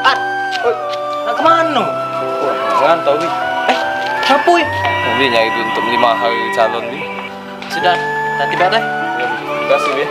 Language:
Musi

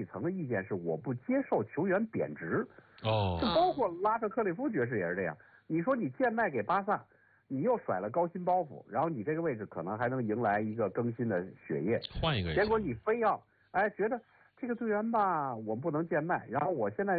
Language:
Chinese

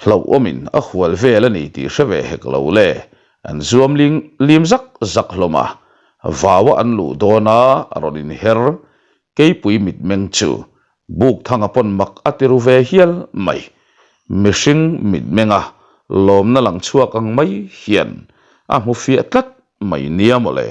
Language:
Mizo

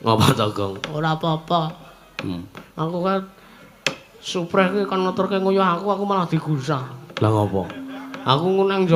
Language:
Javanese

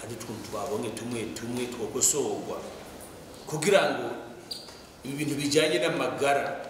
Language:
Rundi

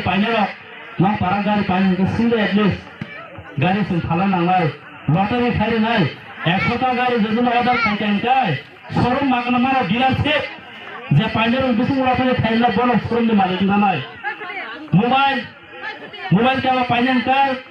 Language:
Kok Borok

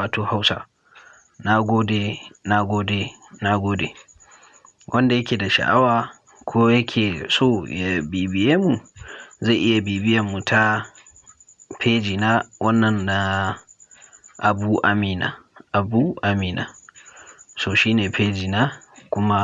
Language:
Hausa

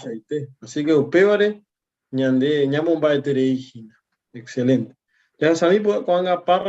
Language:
Guarani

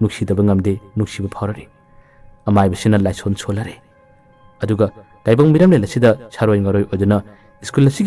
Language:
Manipuri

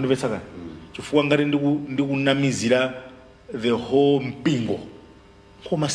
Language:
Nyanja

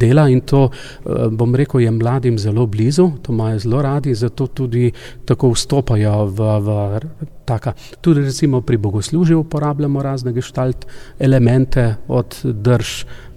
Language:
Slovenian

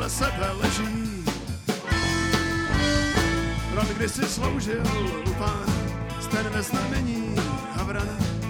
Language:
Czech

